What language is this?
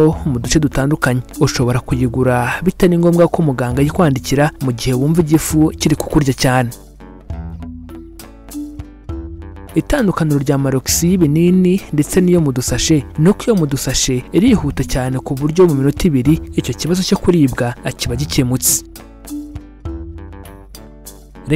Kinyarwanda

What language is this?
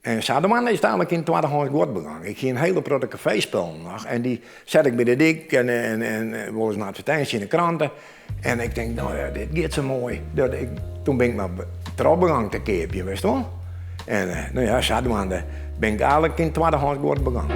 Western Frisian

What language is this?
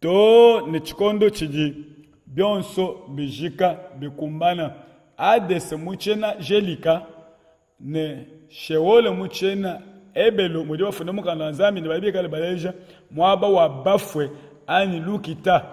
Luba-Lulua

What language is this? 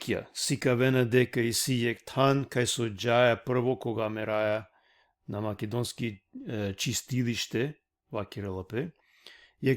Balkan Romani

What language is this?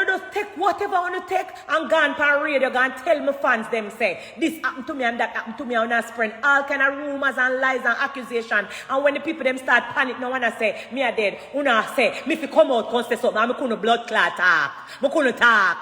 Jamaican Creole English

